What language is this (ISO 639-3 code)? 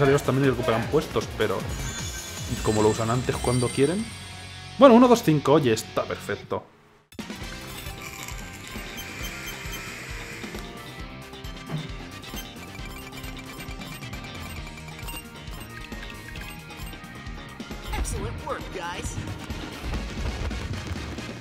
spa